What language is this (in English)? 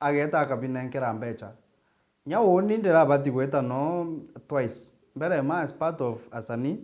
Meru